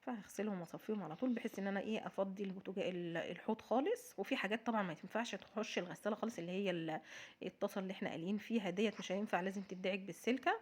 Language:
Egyptian Arabic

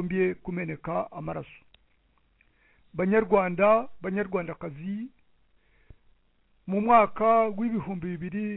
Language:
Kinyarwanda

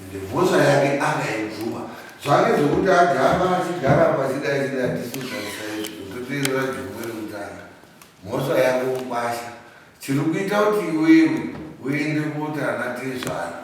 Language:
Shona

